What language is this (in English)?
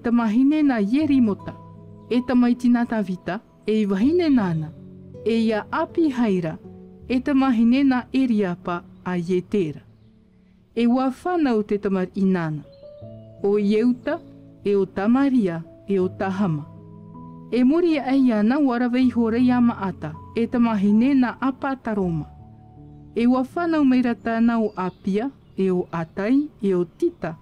Tahitian